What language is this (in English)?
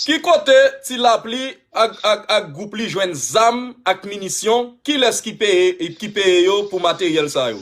Haitian Creole